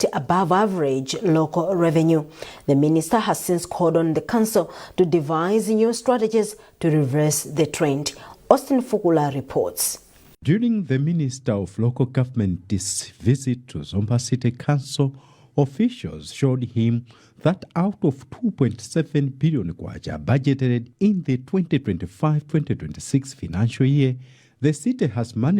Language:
English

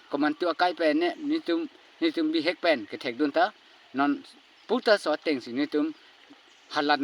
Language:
Karbi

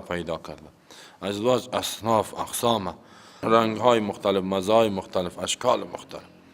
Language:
Persian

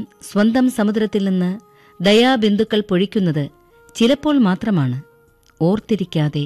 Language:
Malayalam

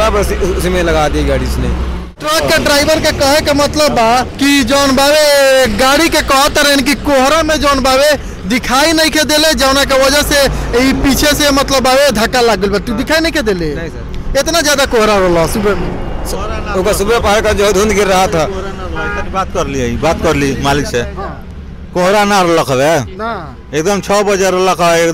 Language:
Bhojpuri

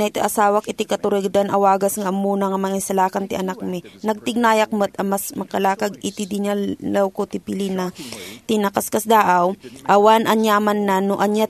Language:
Iloko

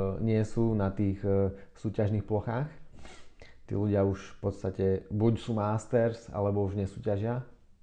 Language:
Slovak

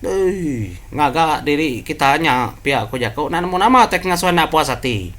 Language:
Iban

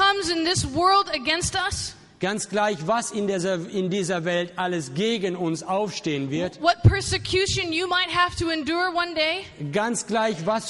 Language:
German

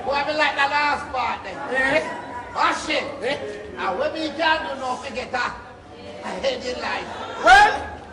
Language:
Jamaican Creole English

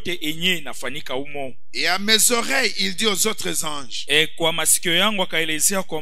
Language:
Swahili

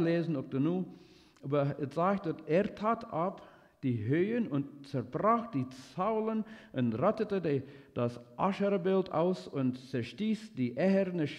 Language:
Plautdietsch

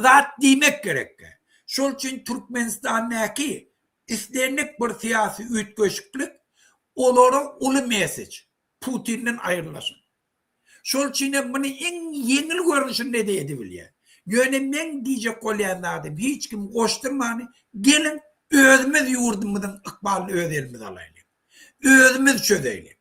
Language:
Turkmen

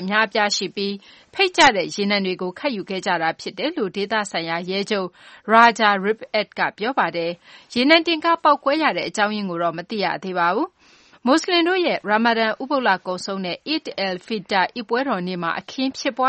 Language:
Burmese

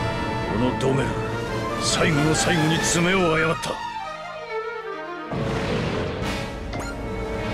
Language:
Japanese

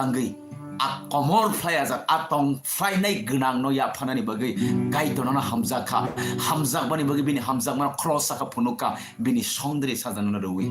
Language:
Kok Borok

